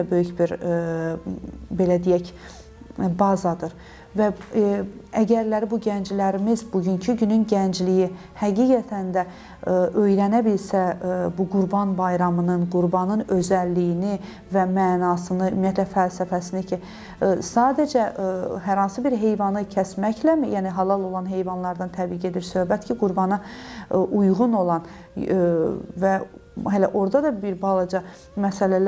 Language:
Azerbaijani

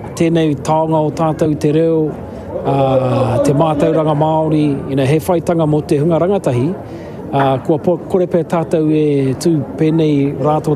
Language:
Māori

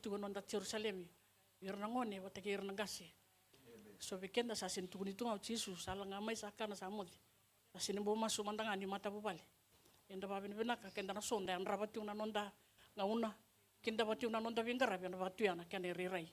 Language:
Fijian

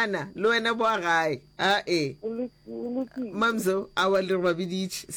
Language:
Northern Sotho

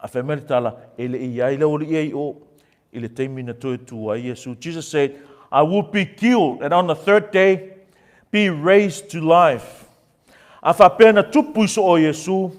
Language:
Samoan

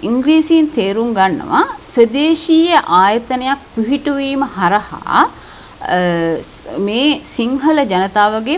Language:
Sinhala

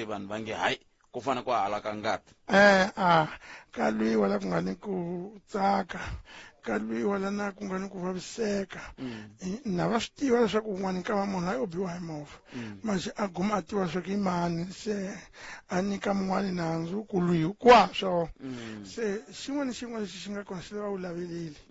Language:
Tsonga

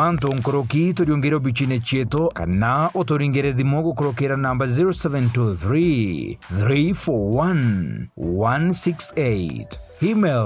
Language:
Meru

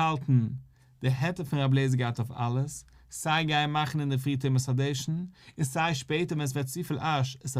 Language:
Yiddish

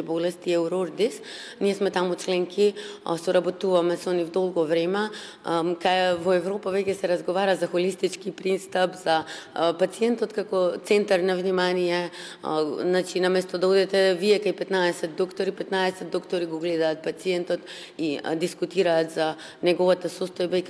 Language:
Macedonian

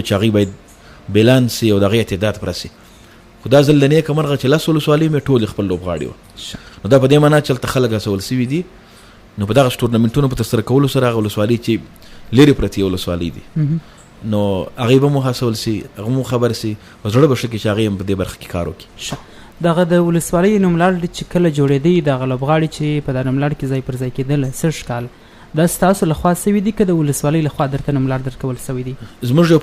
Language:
Pashto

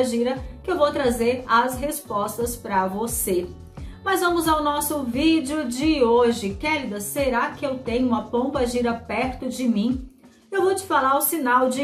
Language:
Portuguese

